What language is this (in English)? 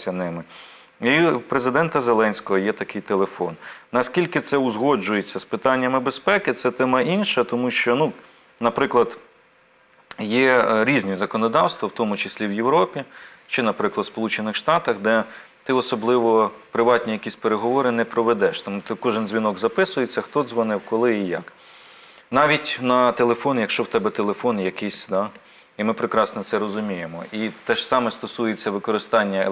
Ukrainian